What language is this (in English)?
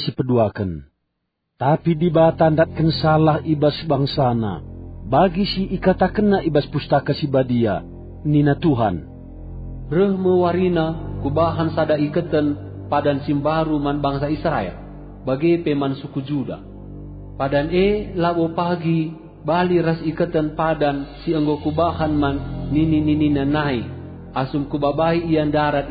Batak Karo